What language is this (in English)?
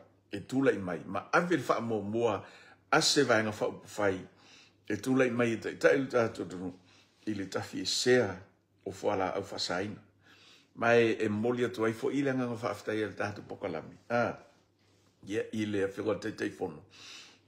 Samoan